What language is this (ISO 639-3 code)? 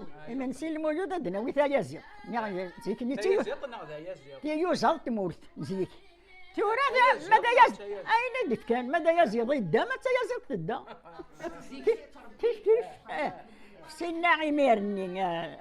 kab